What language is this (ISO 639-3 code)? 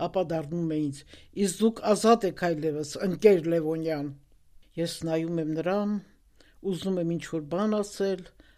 hye